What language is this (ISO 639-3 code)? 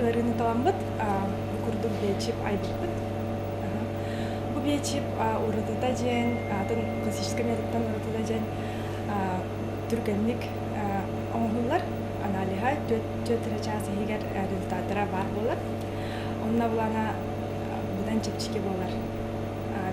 sah